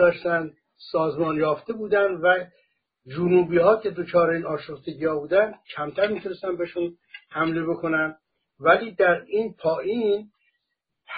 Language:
Persian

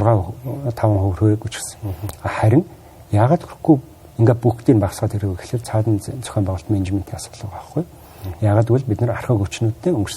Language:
Mongolian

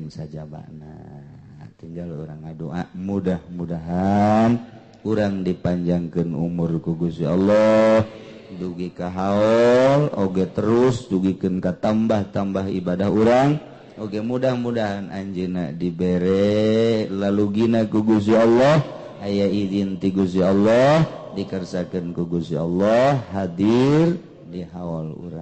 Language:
Sundanese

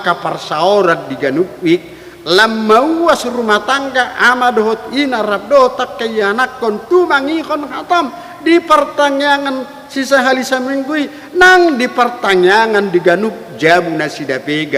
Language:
Batak Toba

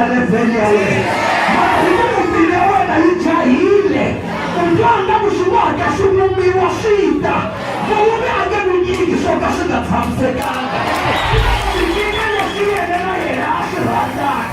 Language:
Tsonga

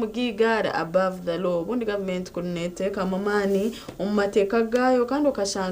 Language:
Nyankole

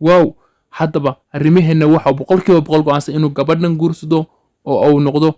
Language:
Somali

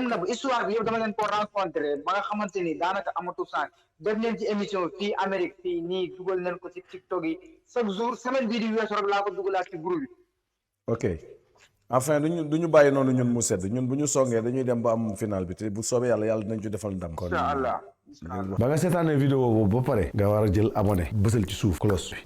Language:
Wolof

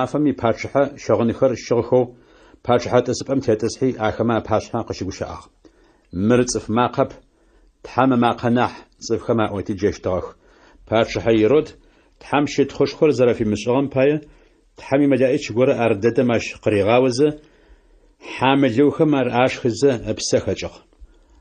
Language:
Adyghe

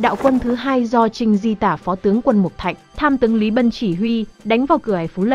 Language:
Vietnamese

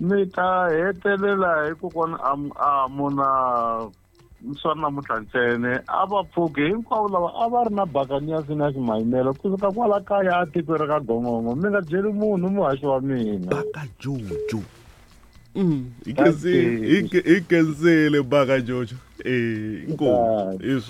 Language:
Tsonga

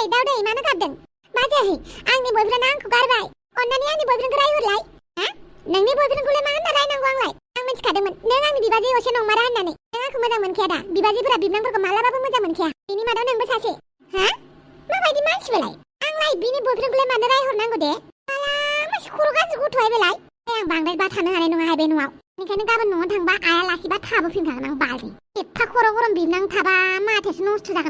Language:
Bodo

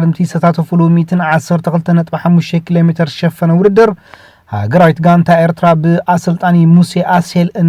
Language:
Tigrinya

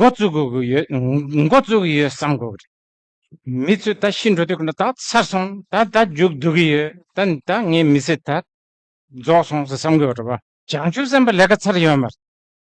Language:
Tibetan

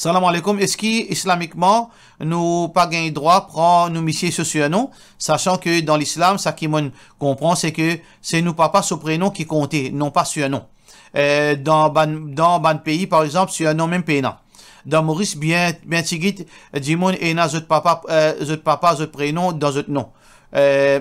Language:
Morisyen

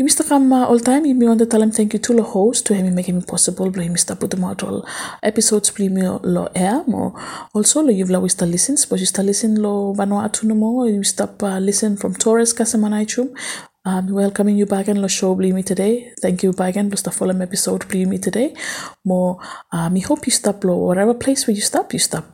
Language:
Bislama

